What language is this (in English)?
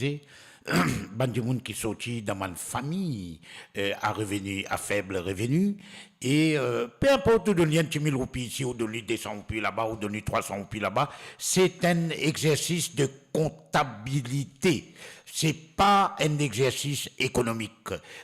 Morisyen